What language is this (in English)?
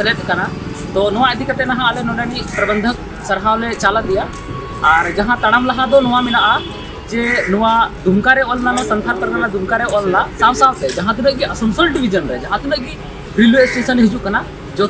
Santali